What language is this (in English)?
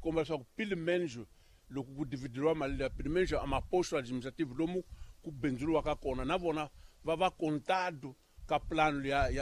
Tsonga